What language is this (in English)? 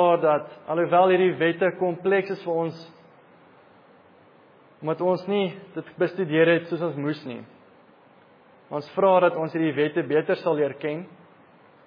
Afrikaans